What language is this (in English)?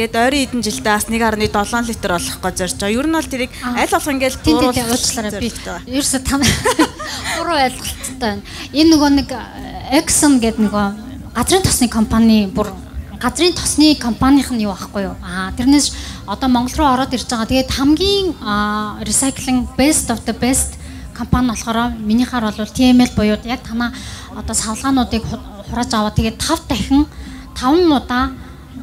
Mongolian